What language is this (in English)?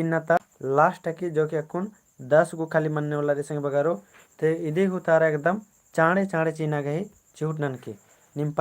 Kurukh